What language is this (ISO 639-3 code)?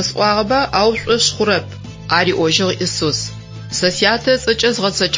ady